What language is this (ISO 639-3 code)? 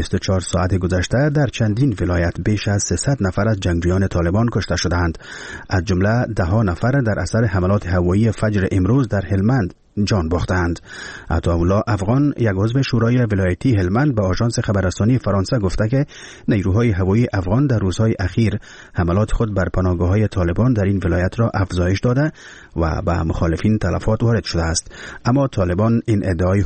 fas